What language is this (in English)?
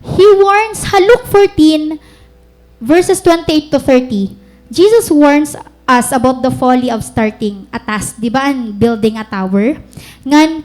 Waray